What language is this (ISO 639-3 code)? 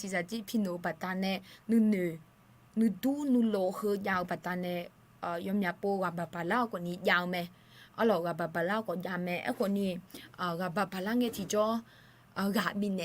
ahk